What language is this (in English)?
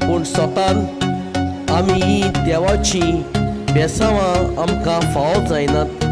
Konkani